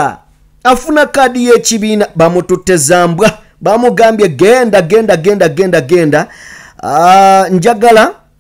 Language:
Ganda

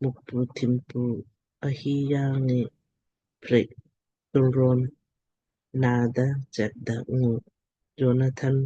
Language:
Lamkang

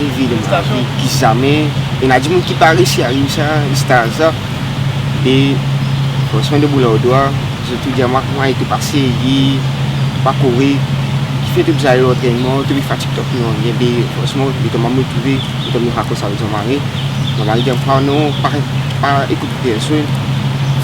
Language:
Morisyen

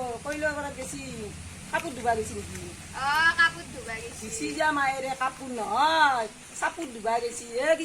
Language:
Assamese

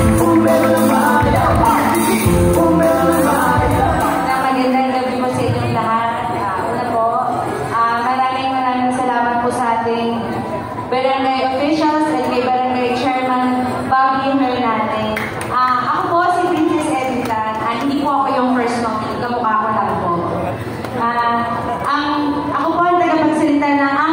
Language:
Filipino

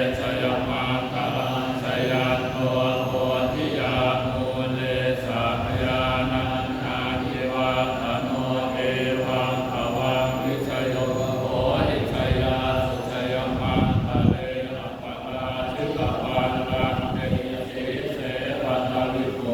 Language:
Pali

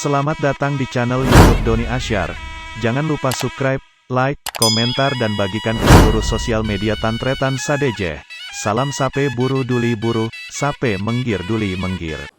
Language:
Madurese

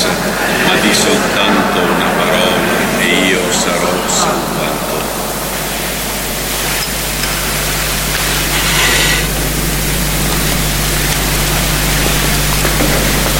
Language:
Italian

